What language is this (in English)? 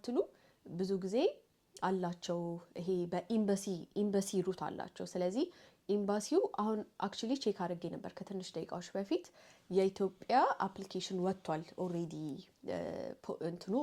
Amharic